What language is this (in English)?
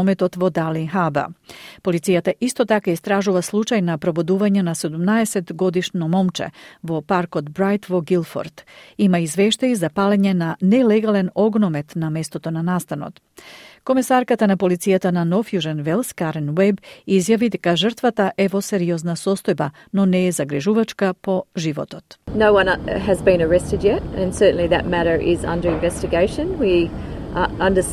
Macedonian